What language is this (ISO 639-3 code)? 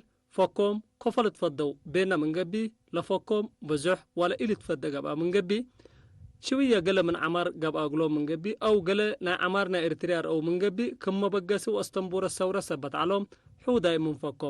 tig